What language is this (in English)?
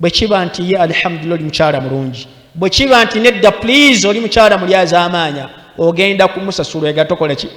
Ganda